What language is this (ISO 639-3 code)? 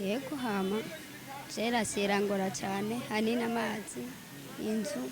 run